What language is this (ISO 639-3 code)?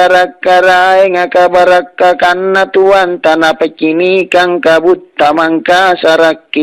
mak